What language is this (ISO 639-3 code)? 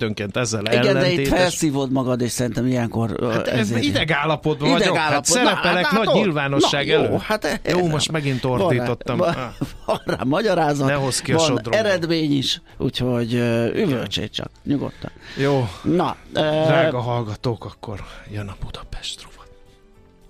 hun